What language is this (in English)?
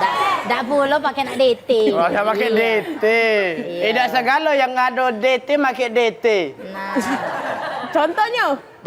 Musi